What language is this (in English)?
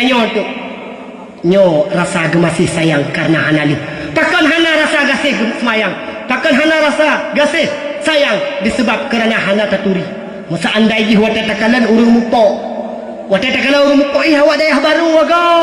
Achinese